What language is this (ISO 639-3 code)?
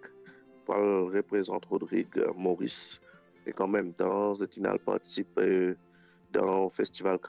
mfe